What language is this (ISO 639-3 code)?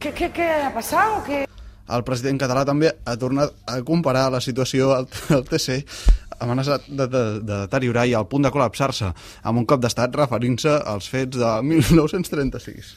cat